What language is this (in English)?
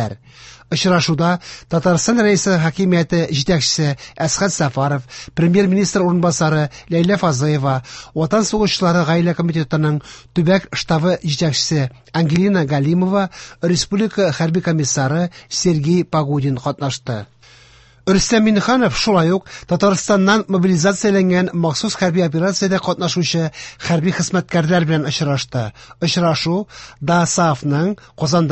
Tatar